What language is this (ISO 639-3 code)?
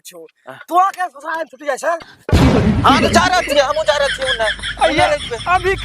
anp